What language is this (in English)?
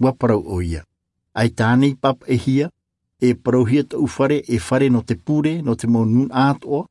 Tahitian